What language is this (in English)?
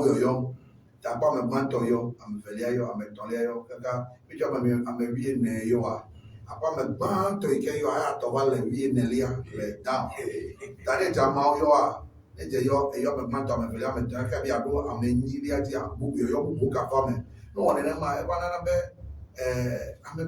Ewe